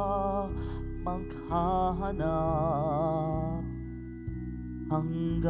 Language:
Filipino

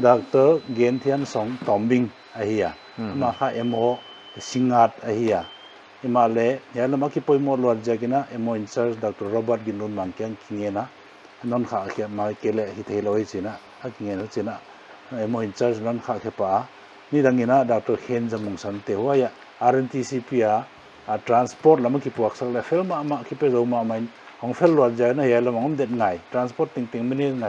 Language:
Paite Chin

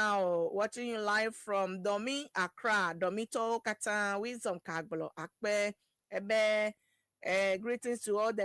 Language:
Ewe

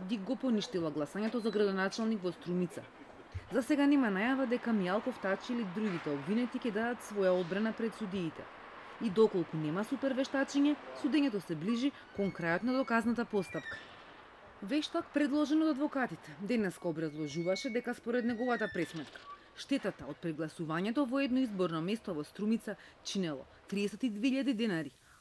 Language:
Macedonian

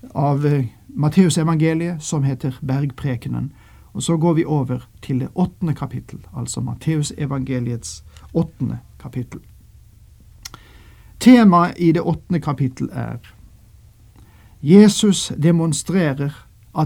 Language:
Norwegian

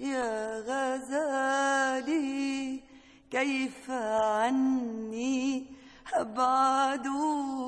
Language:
North Levantine Arabic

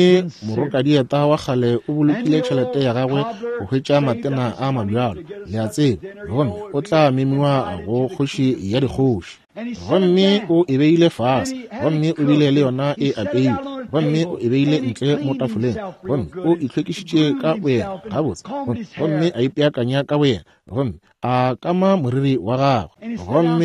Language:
Northern Sotho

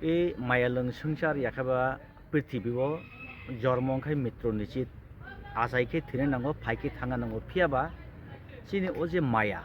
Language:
Kok Borok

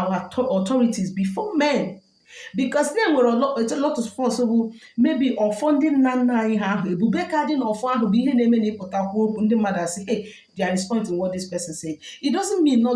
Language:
Igbo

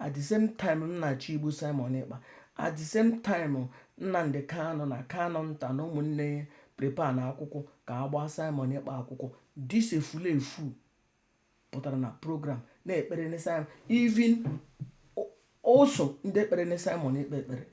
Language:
Igbo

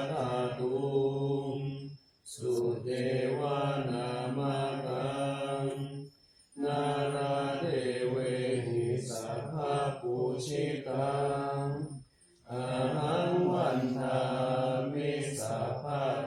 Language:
Pali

